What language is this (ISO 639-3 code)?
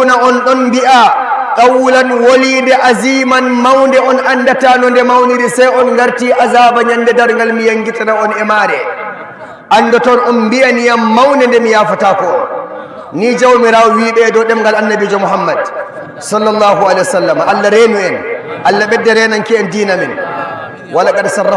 ful